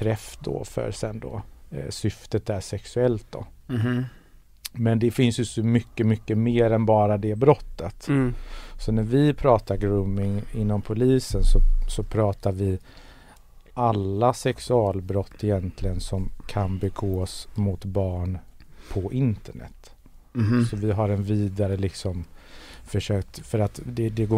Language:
Swedish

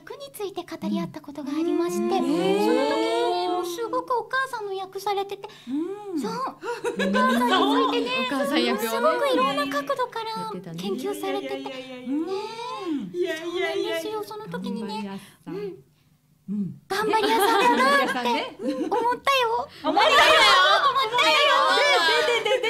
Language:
Japanese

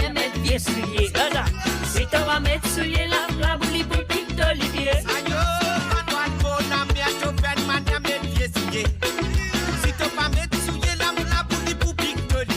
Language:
Morisyen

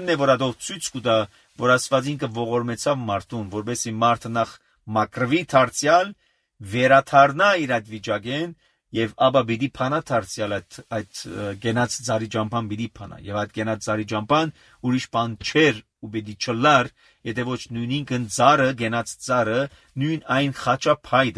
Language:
Armenian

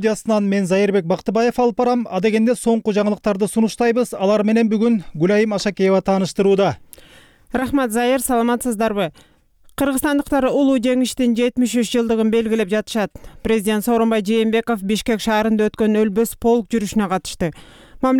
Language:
Kyrgyz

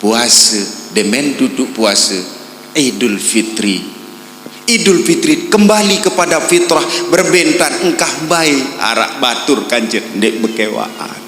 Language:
Sasak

